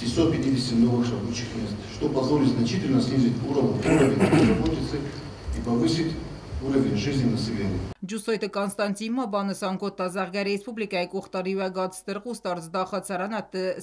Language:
Ossetic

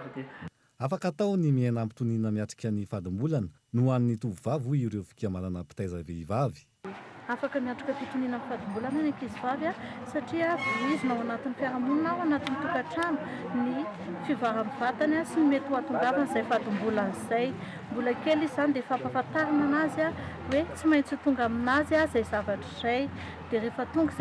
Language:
Malagasy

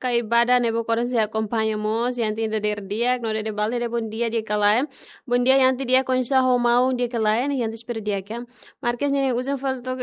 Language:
Tetum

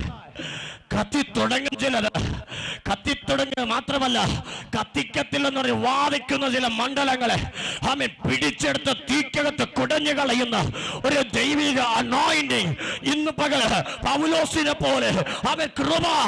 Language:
Malayalam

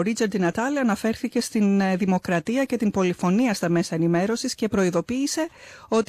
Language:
Greek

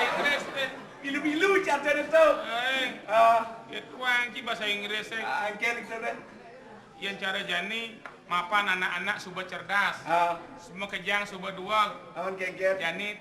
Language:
Balinese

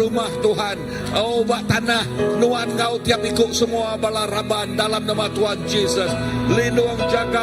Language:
Iban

